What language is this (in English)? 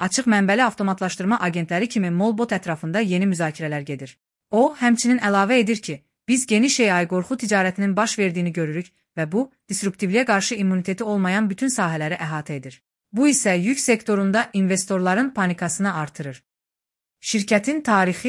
Azerbaijani